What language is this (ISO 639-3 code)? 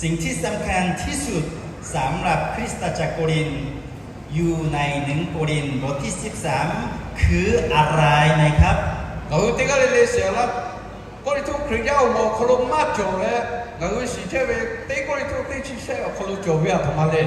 lhu